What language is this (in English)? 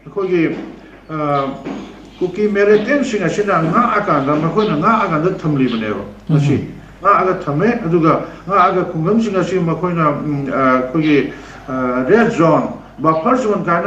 Manipuri